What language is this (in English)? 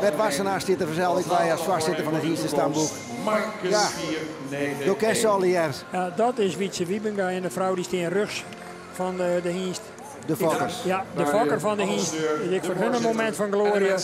Western Frisian